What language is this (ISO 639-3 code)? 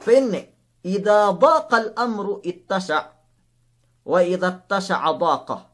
yka